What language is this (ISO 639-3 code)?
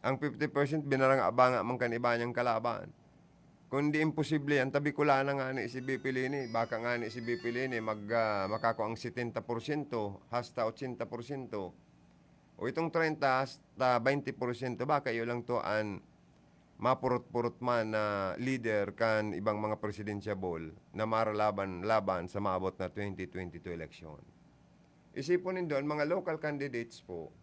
bik